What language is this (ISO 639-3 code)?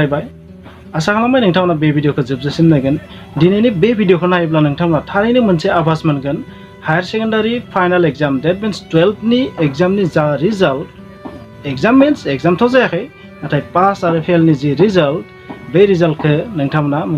brx